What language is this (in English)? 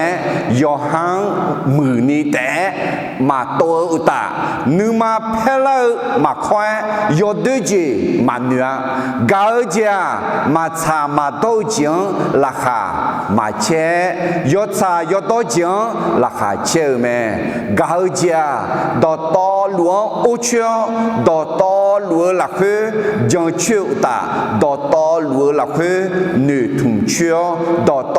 Akha